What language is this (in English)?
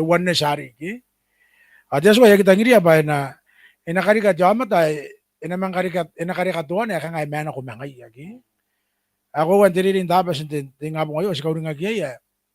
Gilbertese